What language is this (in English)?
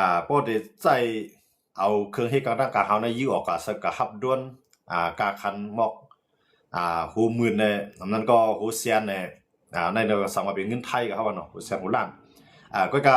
Shan